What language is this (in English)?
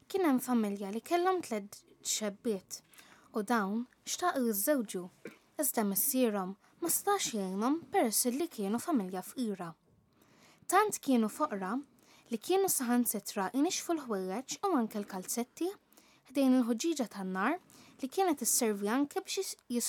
Maltese